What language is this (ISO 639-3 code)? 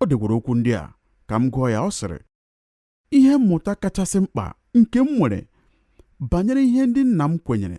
ibo